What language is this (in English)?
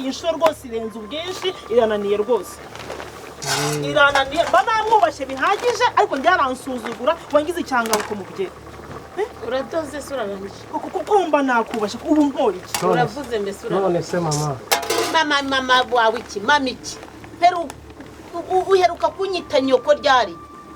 Kinyarwanda